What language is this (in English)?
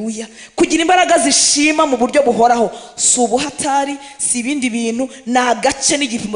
Kinyarwanda